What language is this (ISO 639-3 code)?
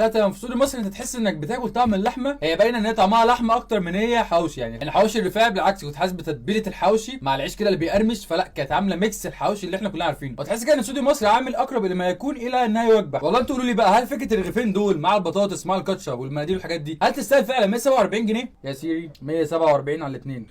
arz